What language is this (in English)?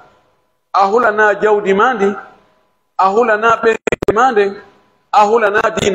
Pular